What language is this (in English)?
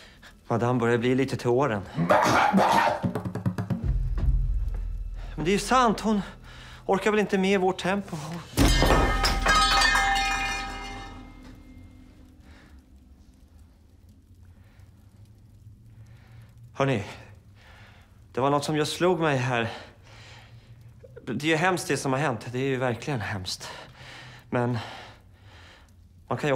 Swedish